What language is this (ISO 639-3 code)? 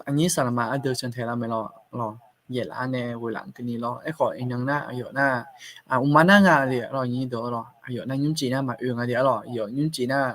ahk